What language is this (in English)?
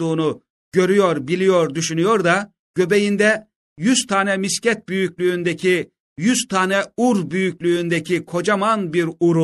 Turkish